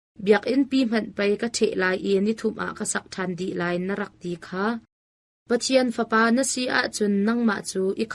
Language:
Hakha Chin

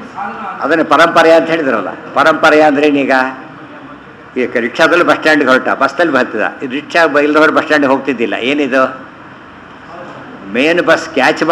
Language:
Kannada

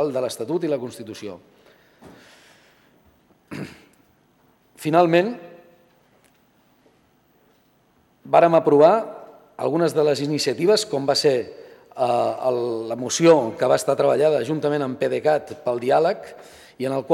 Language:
Catalan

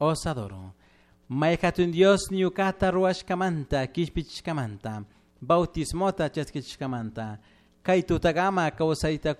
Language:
Chimborazo Highland Quichua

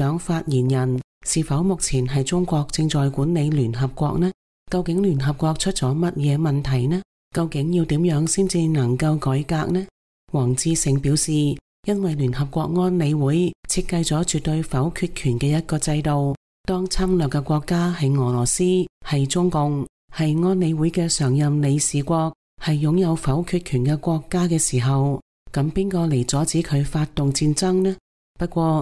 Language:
Cantonese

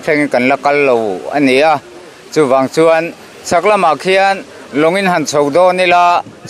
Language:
Mizo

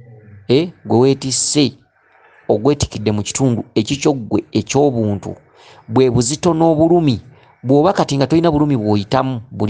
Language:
Ganda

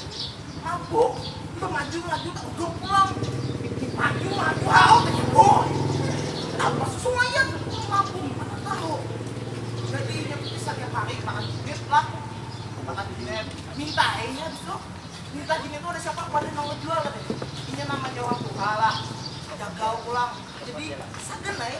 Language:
Banjar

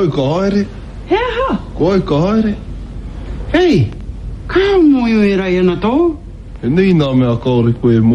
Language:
Māori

